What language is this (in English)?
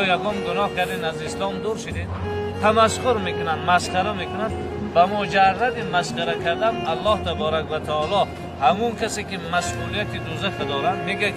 Tajik